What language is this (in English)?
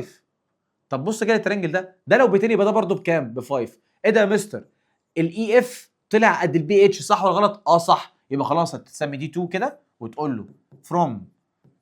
Egyptian Arabic